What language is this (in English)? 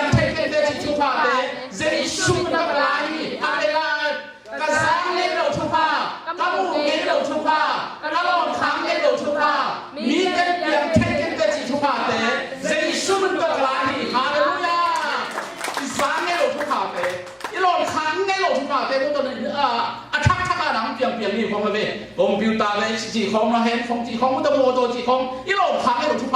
Tedim Chin